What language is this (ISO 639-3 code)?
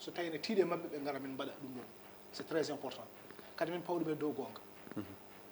ful